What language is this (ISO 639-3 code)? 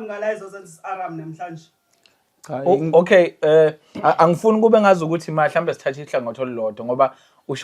zul